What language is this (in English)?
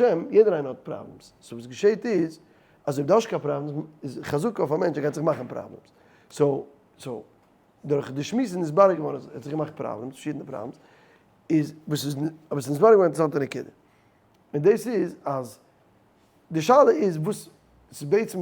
Yiddish